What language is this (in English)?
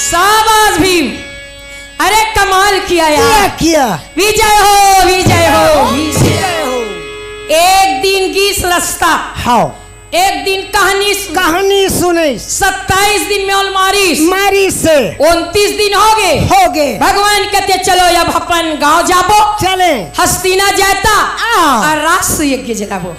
Chhattisgarhi